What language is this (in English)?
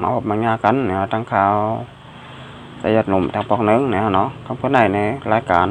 Shan